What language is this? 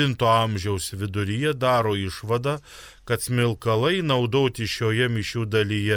Lithuanian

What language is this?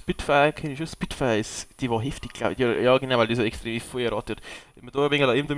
Bavarian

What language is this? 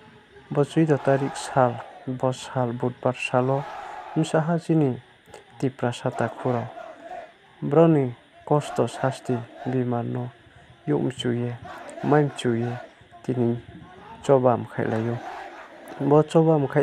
Riang (India)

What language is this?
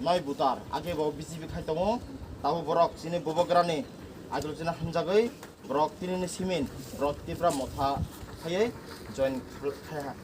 Kok Borok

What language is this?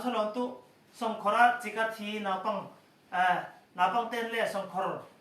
Falam Chin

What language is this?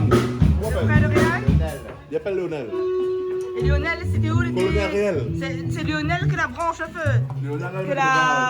Réunion Creole French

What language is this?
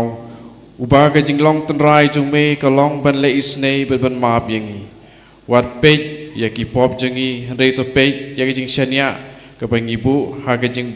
Khasi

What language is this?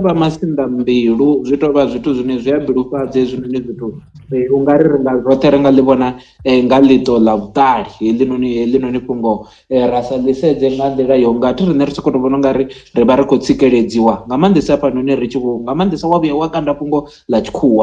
Venda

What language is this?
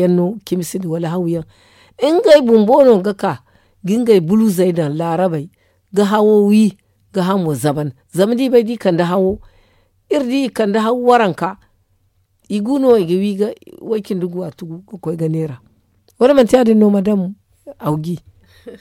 Zarma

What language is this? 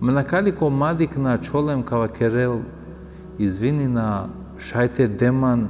Balkan Romani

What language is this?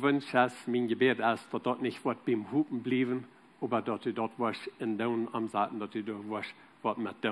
Plautdietsch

